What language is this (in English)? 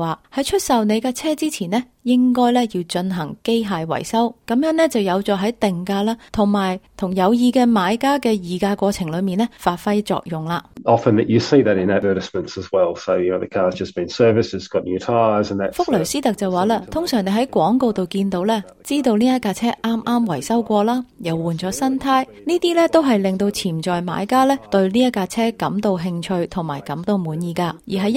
Cantonese